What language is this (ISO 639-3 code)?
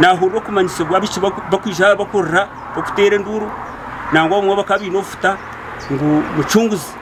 nyn